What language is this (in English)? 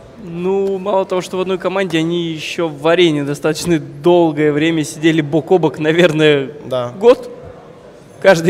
Russian